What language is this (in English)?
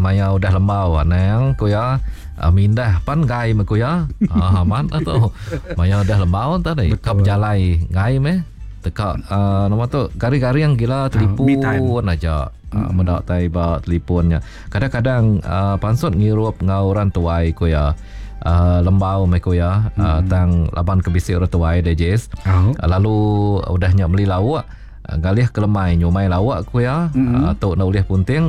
Iban